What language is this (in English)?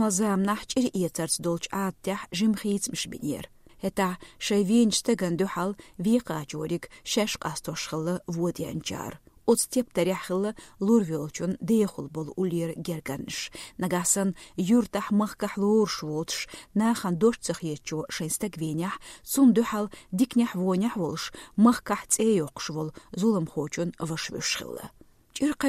Chechen